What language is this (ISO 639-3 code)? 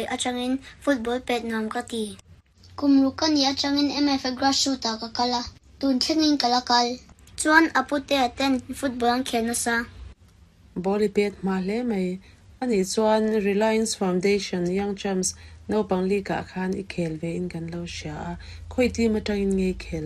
lus